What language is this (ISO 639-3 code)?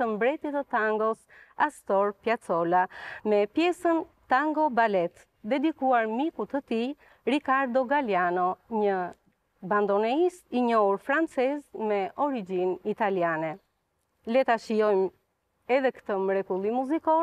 sqi